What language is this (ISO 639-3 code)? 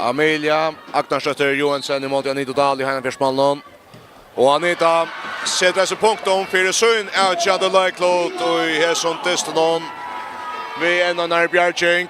fao